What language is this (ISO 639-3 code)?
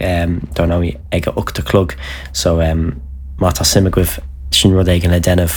gle